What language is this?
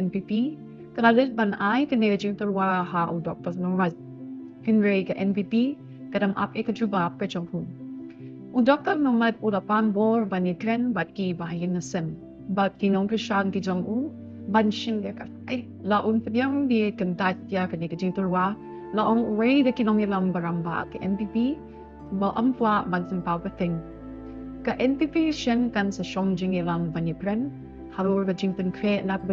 Khasi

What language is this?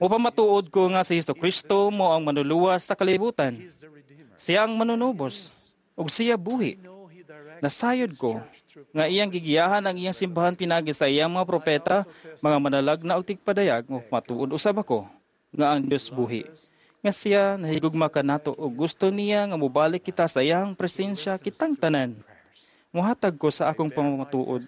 Cebuano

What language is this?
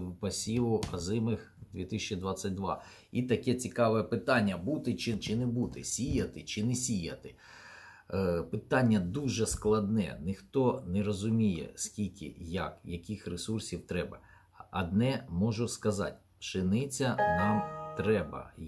Ukrainian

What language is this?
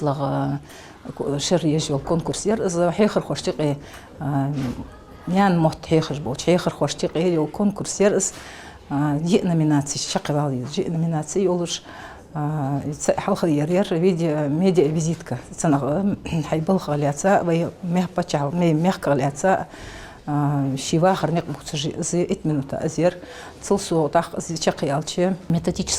Ingush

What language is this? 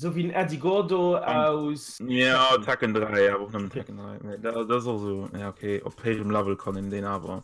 Luxembourgish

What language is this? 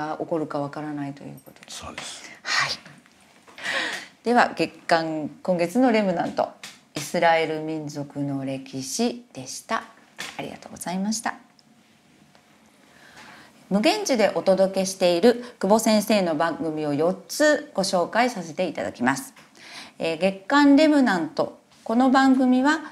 Japanese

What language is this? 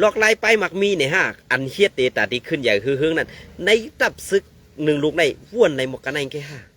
Shan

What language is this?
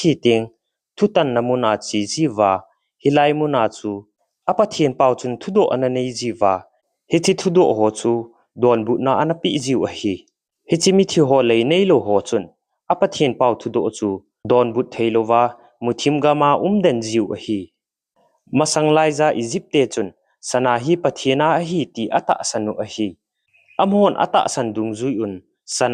Thado Chin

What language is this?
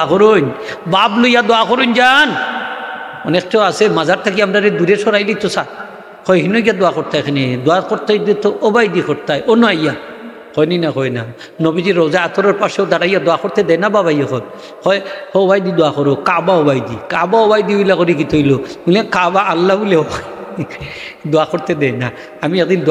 Sylheti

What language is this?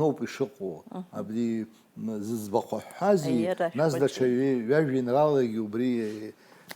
Abkhazian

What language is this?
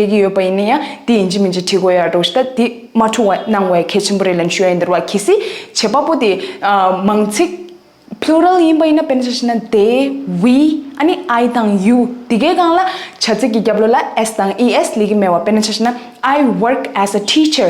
Tibetan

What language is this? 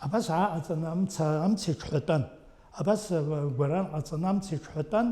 Abkhazian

